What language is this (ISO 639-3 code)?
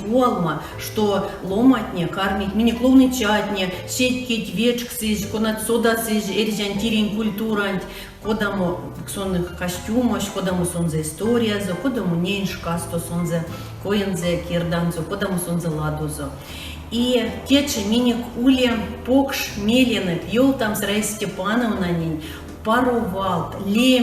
myv